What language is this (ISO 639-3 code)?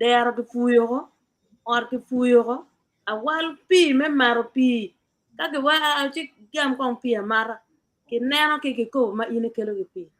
ach